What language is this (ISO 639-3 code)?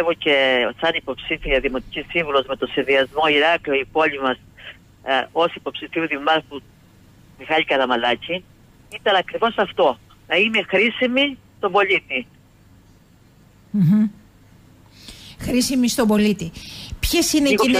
ell